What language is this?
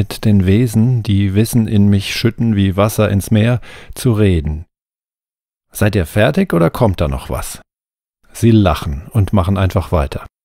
German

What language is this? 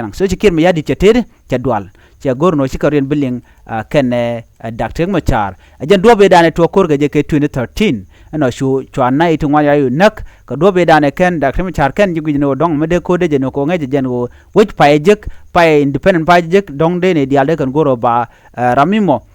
Nuer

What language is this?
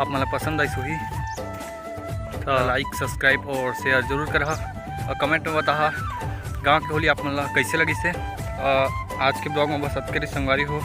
Chhattisgarhi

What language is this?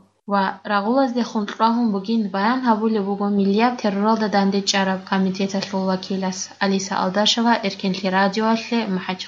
Avaric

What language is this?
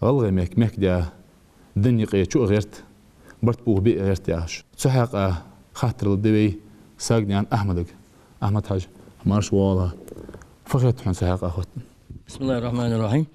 Ingush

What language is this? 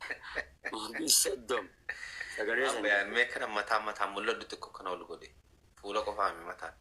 Oromo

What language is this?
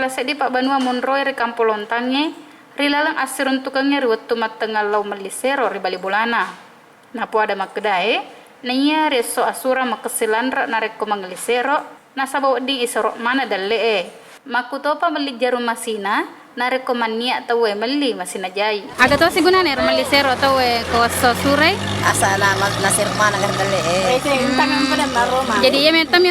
Buginese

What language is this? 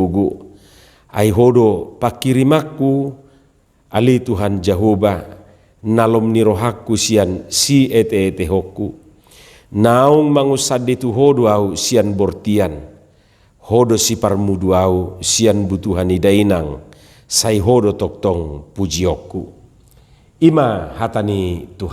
Batak Toba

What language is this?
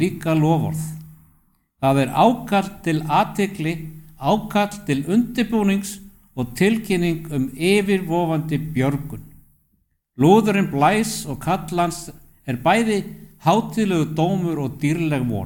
Icelandic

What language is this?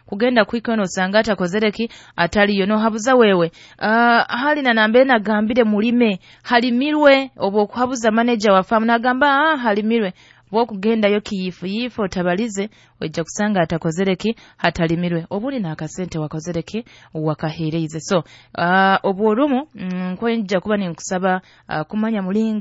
Nyoro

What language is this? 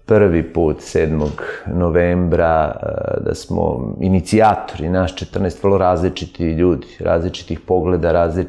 Serbian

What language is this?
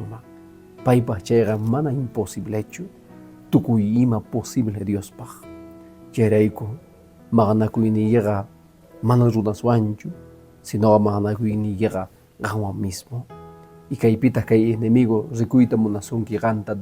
Quechua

